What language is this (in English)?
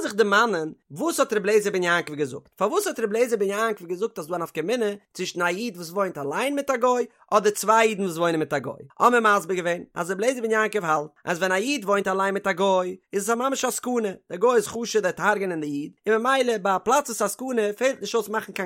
Yiddish